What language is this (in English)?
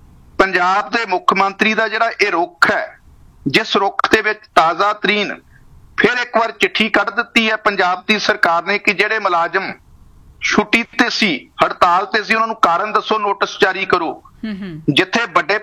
Punjabi